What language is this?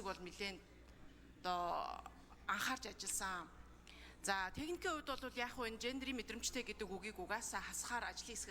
Mongolian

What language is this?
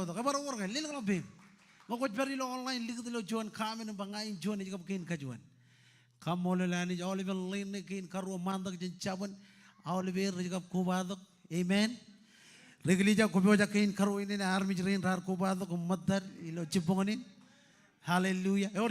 Marshallese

